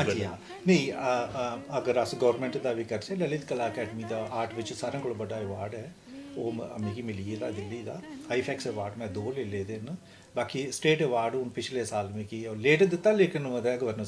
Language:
Dogri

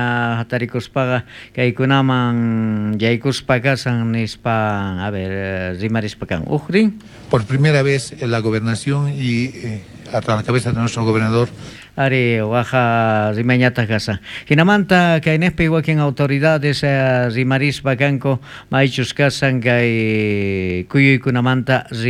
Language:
South Bolivian Quechua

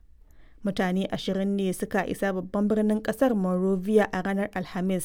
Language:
Hausa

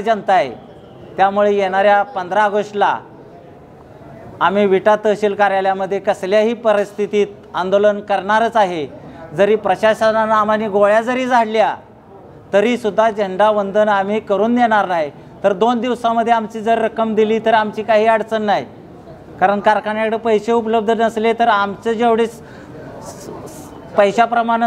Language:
Marathi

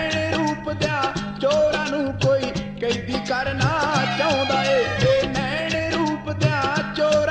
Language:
Punjabi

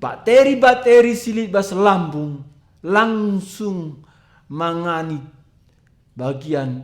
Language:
Batak Karo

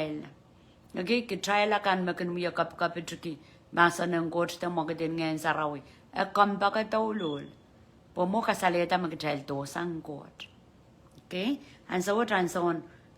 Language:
Pohnpeian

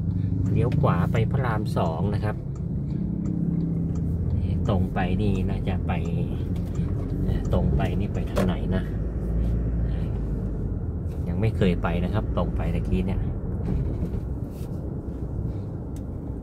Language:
Thai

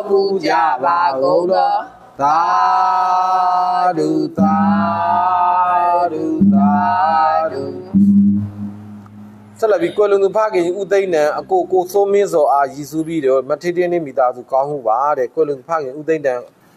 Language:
Burmese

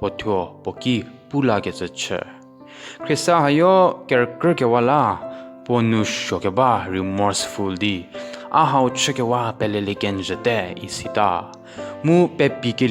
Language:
Angami Naga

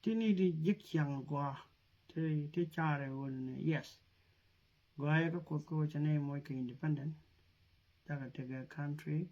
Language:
Nuer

